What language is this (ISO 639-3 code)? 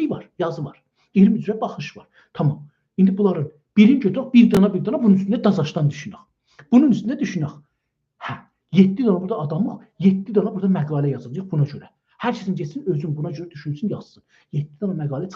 azb